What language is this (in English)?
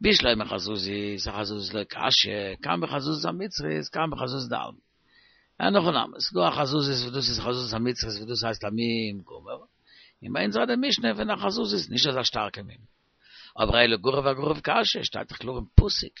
Yiddish